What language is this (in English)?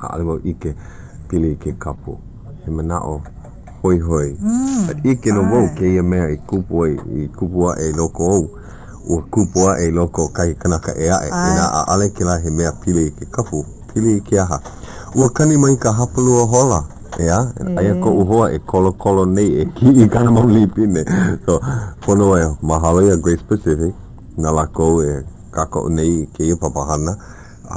Hawaiian